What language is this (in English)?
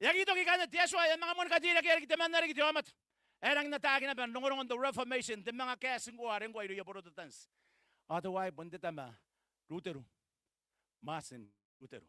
Gilbertese